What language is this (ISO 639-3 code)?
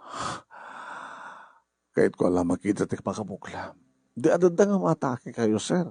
ilo